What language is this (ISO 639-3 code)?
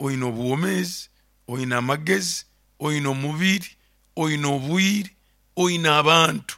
nyo